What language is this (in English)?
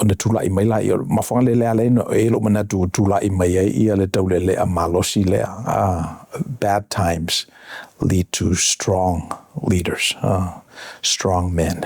Samoan